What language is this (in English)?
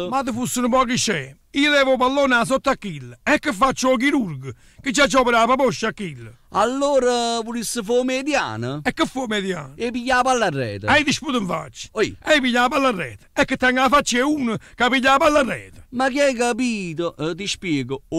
Neapolitan